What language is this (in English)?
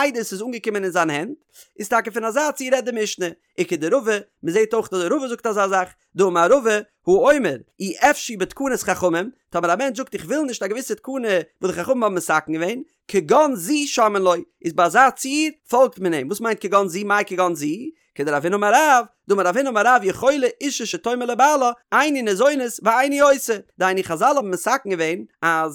Yiddish